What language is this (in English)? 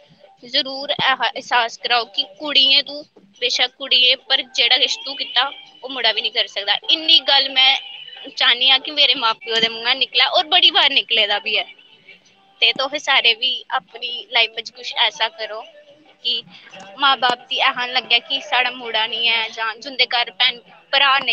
Dogri